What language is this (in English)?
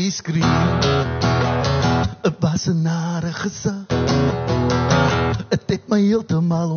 Afrikaans